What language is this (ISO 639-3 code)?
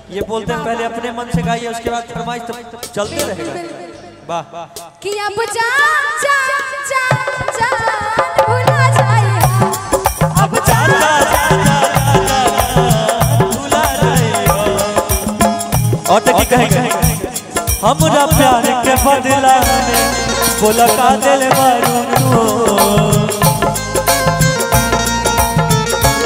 bho